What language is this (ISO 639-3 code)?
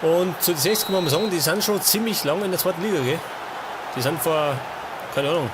bar